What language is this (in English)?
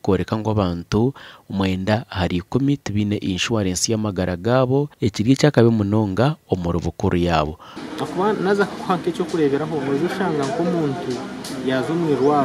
Nyankole